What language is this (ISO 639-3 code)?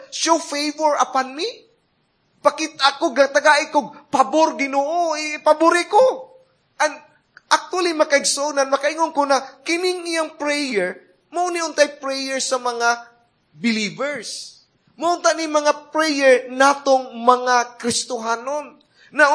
ceb